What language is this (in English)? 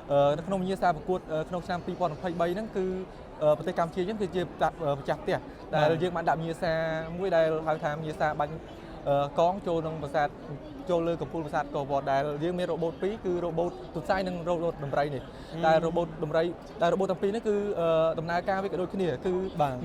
Khmer